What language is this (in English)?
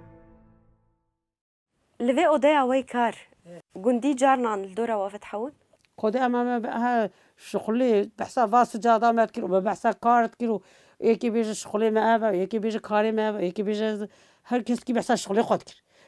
Kurdish